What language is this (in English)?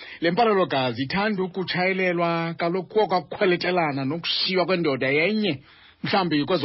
Xhosa